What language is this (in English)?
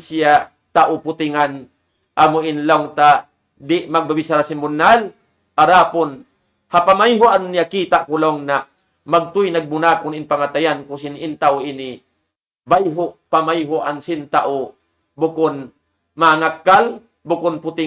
Tausug